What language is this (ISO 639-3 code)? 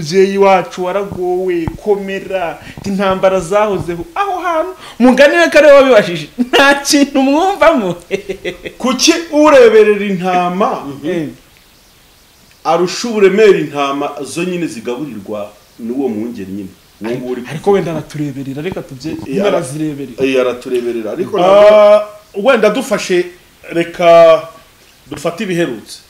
kin